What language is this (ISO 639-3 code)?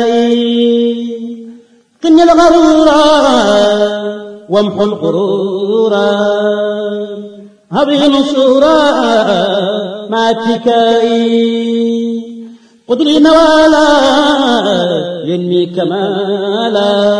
ara